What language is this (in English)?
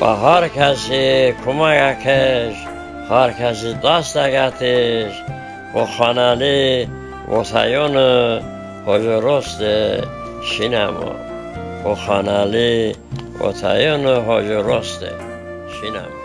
Talysh